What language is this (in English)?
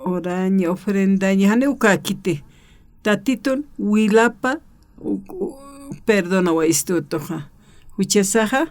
Aymara